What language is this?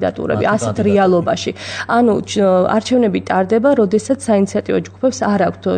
Georgian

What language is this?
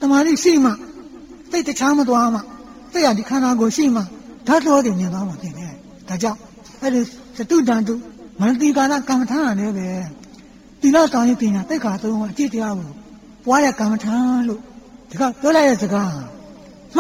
Burmese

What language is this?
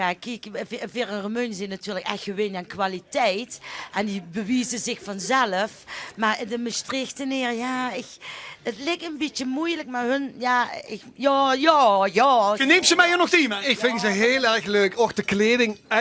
Limburgish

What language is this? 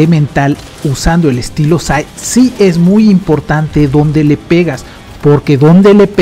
Spanish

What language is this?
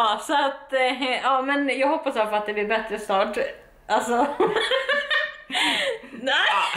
Swedish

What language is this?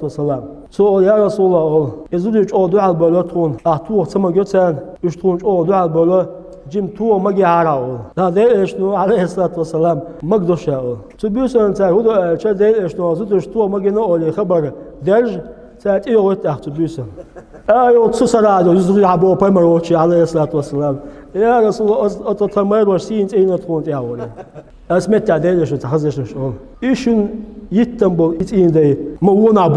Chechen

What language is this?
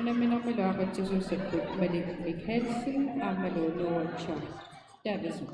Kalaallisut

